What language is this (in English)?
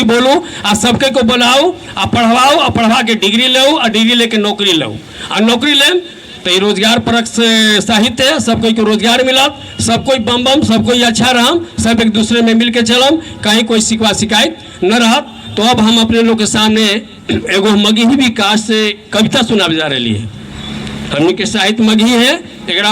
Magahi